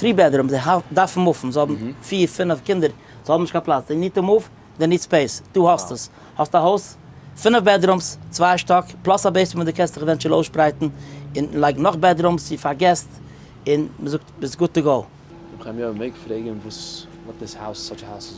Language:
Yiddish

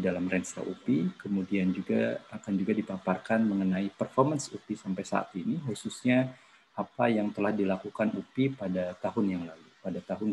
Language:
Indonesian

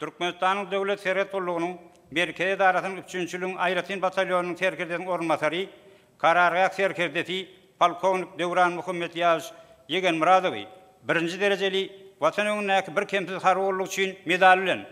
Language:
Turkmen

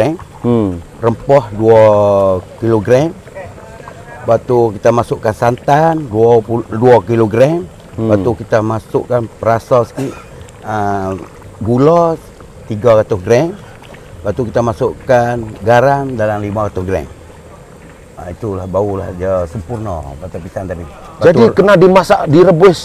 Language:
Malay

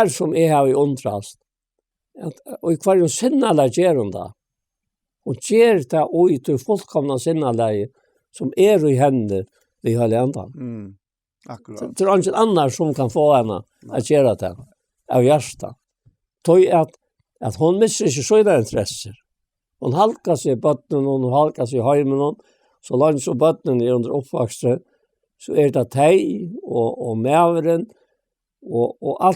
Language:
Faroese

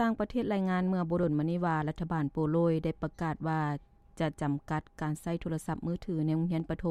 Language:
Lao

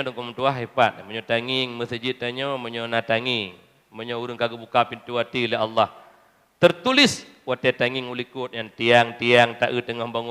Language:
Achinese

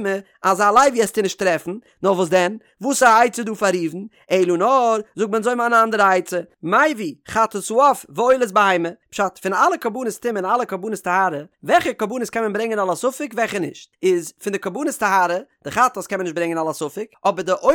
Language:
Yiddish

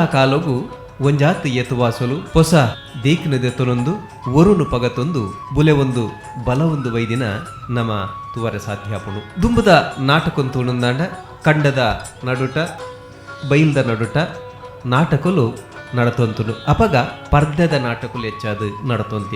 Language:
Tulu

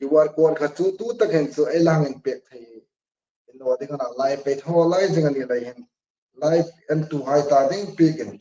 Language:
Hmar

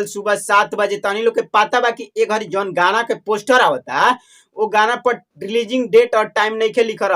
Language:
Bhojpuri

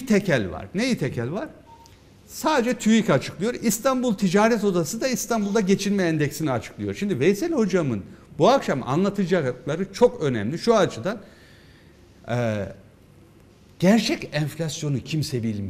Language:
Turkish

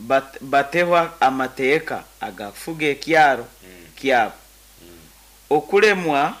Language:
Nyoro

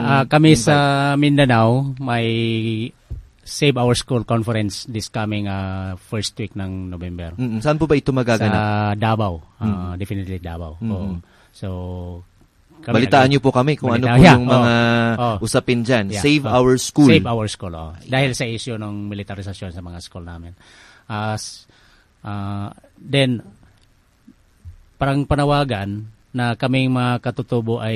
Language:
Filipino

